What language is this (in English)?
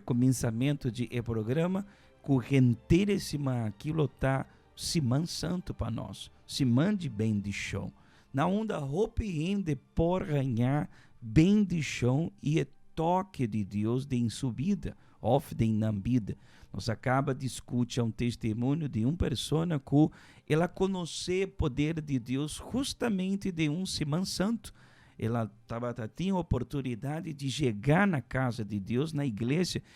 Papiamento